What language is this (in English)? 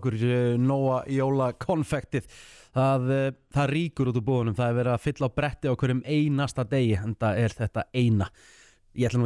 Icelandic